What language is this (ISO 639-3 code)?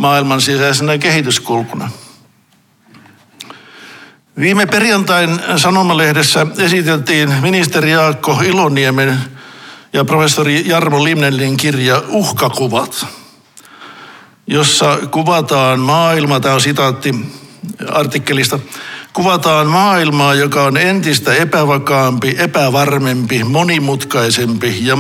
fin